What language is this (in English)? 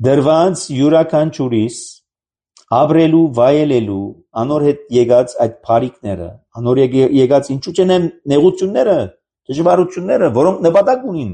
Armenian